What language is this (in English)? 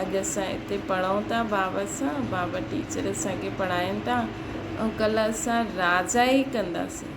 Sindhi